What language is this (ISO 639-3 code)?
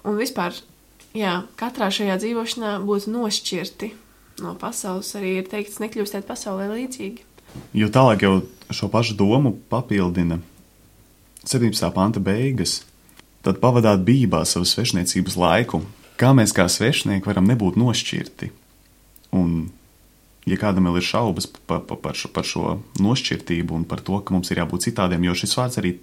lav